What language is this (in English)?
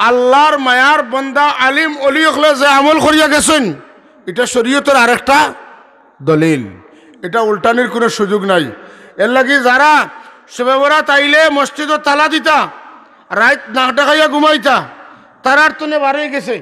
Sylheti